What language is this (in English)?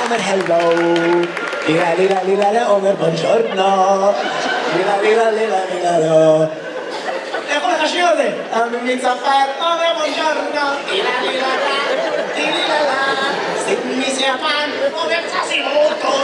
Hebrew